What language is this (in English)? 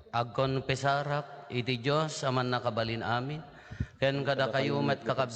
Iloko